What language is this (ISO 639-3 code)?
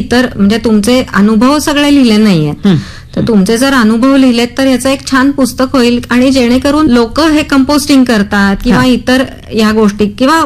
mar